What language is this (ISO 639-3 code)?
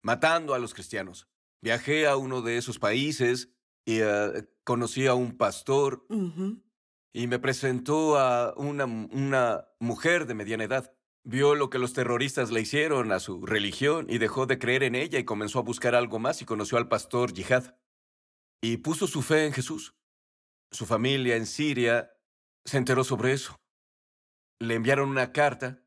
spa